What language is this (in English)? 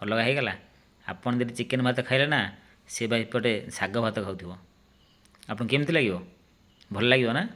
Odia